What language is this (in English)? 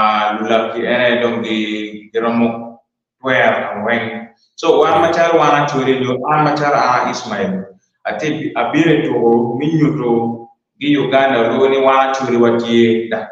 Acoli